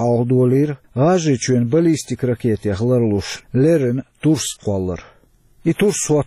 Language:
Chechen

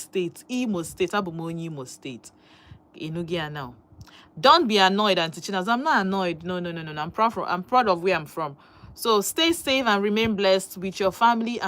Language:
Igbo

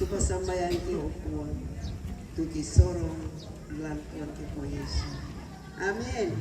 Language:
Toraja-Sa'dan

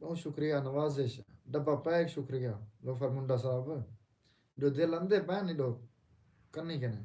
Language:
Saraiki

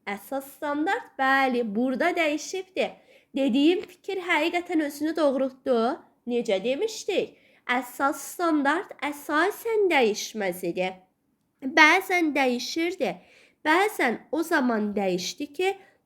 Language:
Azerbaijani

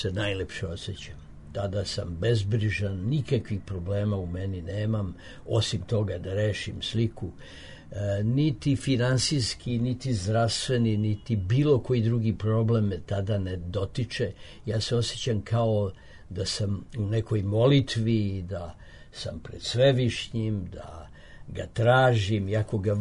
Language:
Serbian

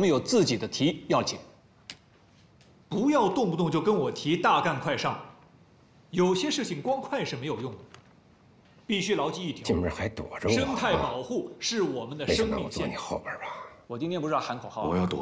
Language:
Chinese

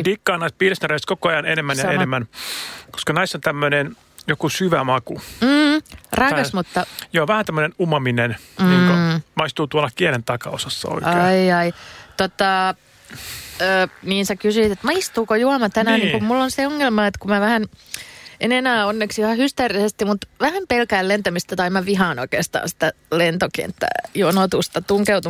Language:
Finnish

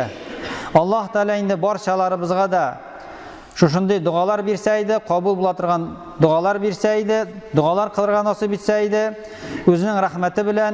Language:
Tatar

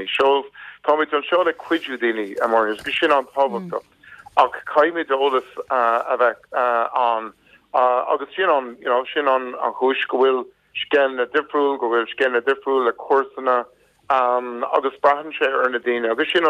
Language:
Irish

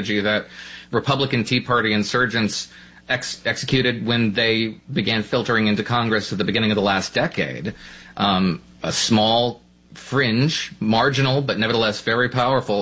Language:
English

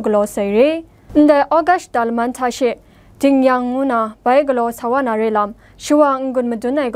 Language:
Kachin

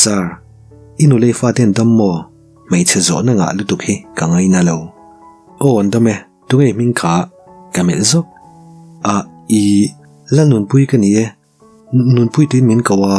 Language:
Mizo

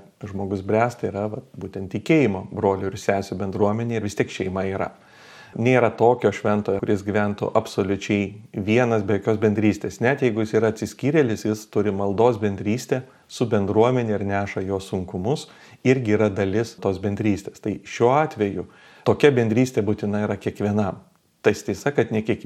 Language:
Lithuanian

